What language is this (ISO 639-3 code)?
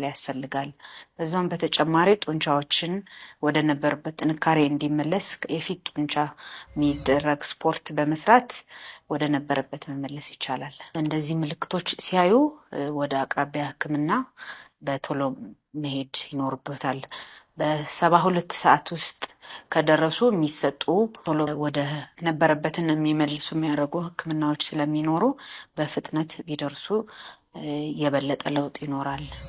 amh